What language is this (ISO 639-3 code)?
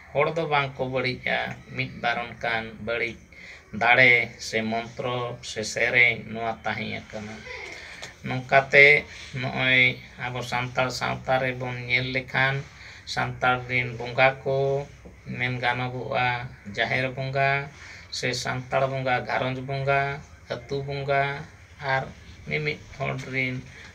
sat